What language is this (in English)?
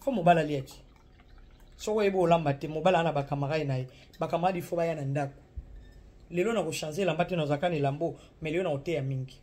Lingala